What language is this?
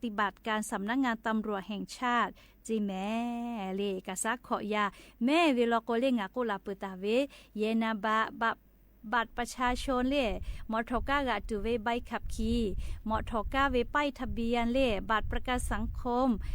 Lahu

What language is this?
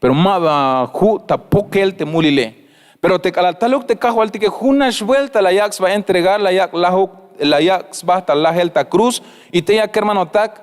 Tzeltal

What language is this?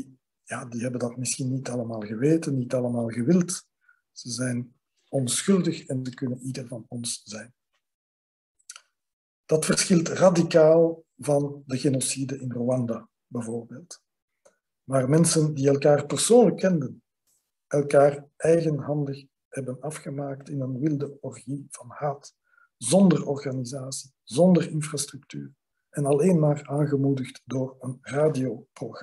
Dutch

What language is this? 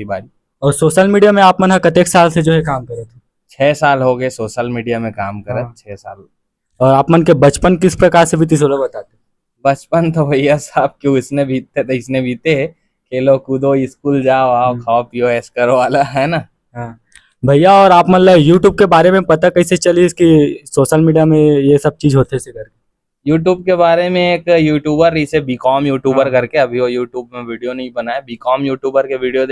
Chhattisgarhi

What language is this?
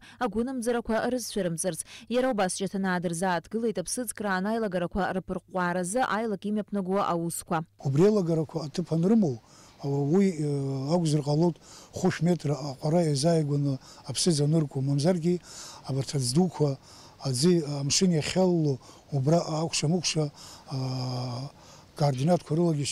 Abkhazian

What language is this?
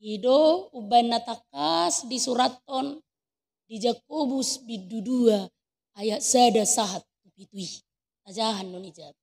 Batak Toba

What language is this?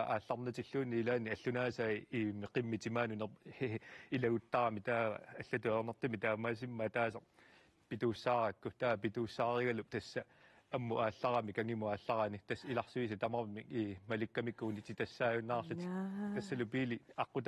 Kalaallisut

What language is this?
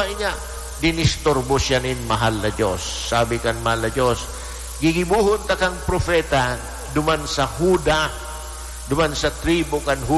Bikol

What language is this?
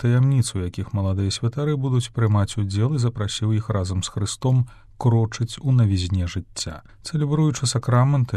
Belarusian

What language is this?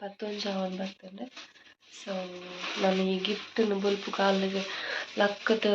Tulu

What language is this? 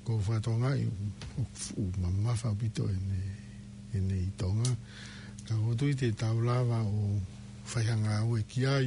Tongan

